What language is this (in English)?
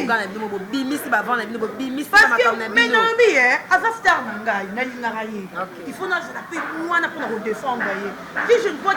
Lingala